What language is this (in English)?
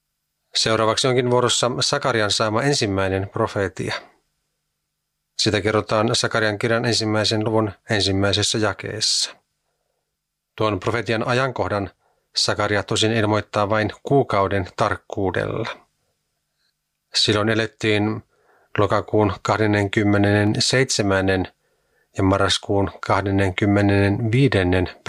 Finnish